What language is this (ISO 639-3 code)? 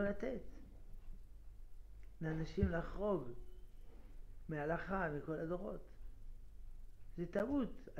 heb